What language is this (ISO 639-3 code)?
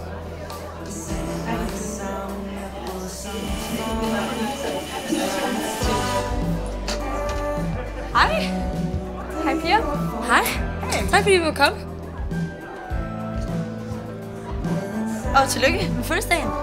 dan